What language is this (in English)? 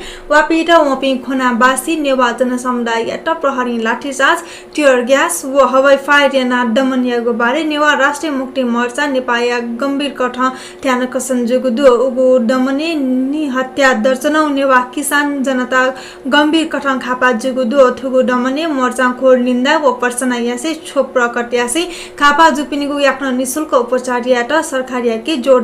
Newari